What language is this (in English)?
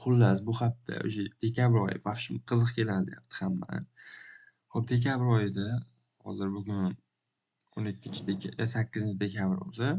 Uzbek